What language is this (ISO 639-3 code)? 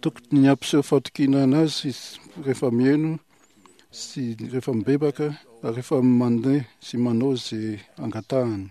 mlg